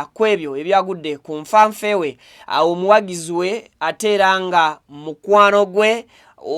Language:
Ganda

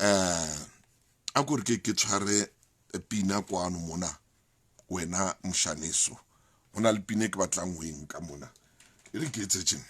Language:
Southern Sotho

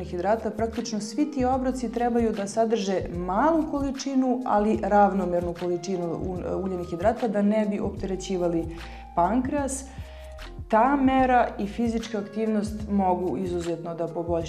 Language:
Serbian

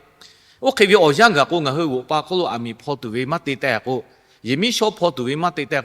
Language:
Lahu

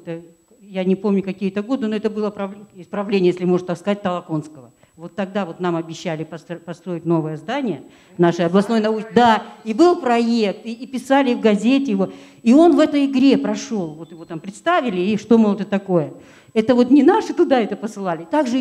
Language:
Russian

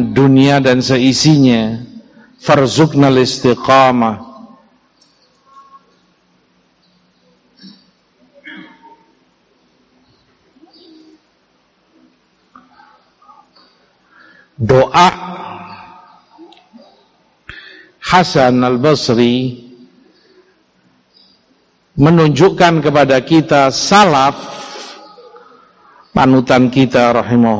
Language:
Indonesian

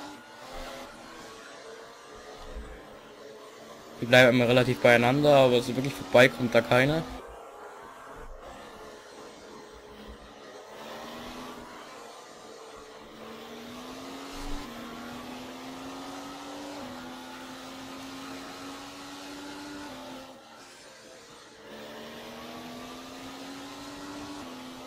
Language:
German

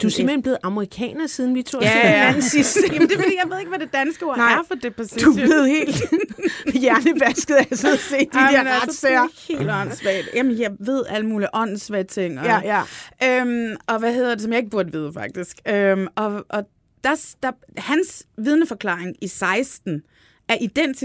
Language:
Danish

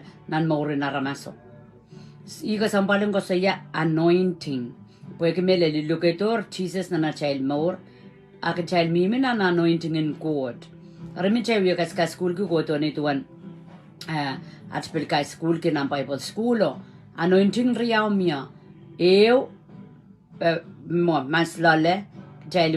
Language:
Pohnpeian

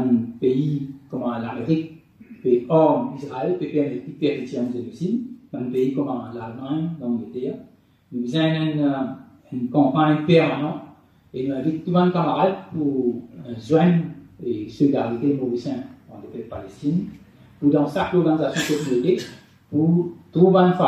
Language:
Morisyen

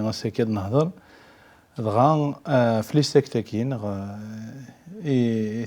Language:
Kabyle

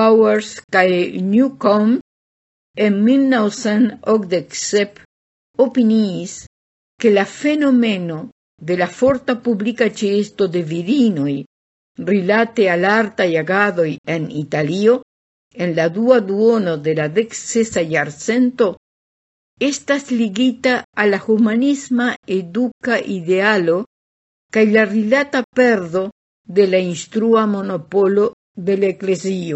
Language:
Esperanto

